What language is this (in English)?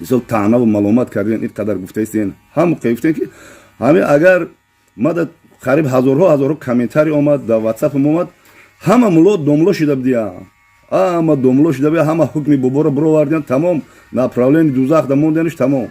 Tajik